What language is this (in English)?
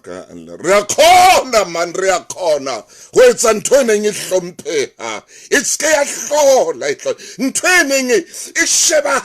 Southern Sotho